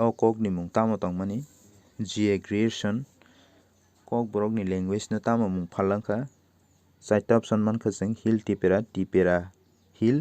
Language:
Kok Borok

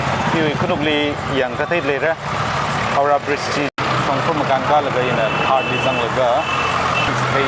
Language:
Tangkhul Naga (India)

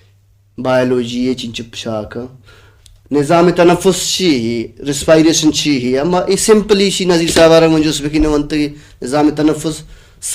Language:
Baluchi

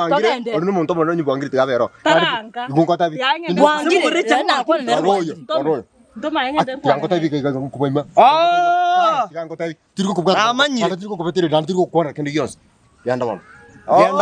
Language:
Gusii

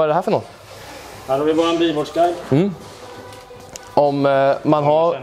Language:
Swedish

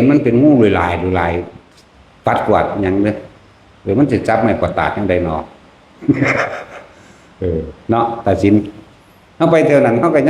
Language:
Lao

